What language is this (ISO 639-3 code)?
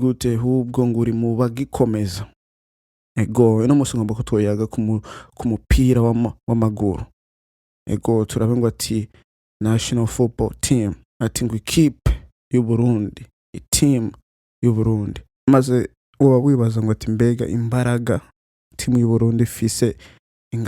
run